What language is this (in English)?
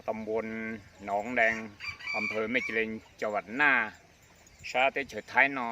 Hmong